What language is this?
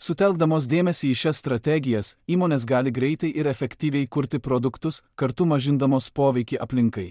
Lithuanian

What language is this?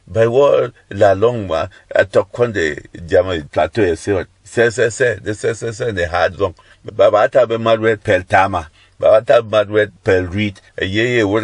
Berom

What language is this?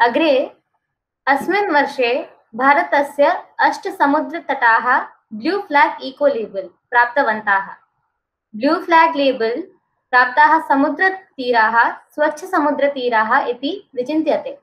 Sanskrit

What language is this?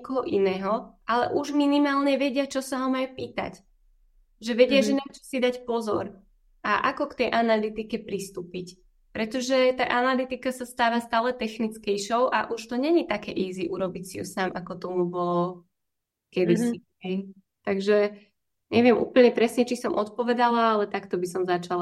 Slovak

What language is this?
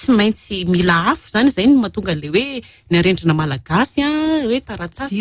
Malagasy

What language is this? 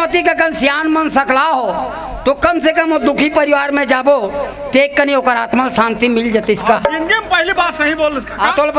Chhattisgarhi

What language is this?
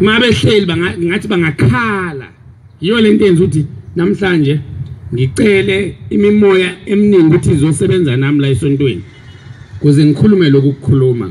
Zulu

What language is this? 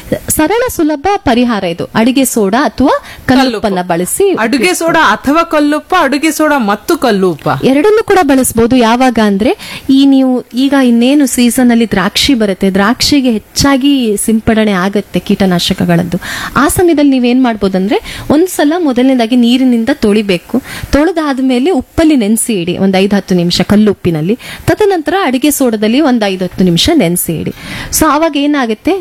Kannada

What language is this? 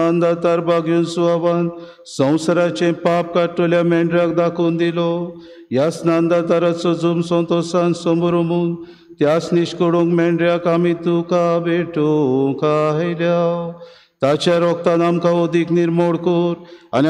Konkani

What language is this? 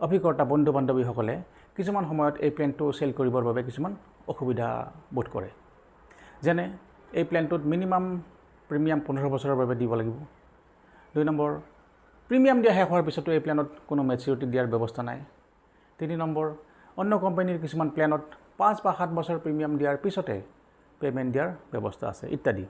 Assamese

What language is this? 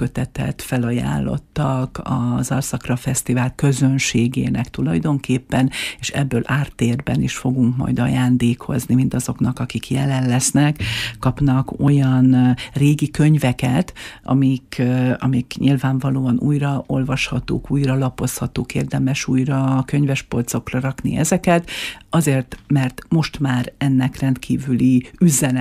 Hungarian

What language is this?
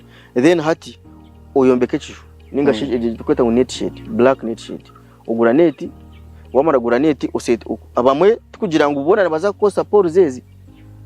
Nyankole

